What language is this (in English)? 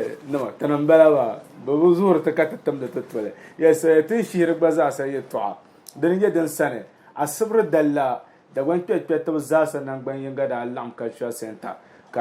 Dagbani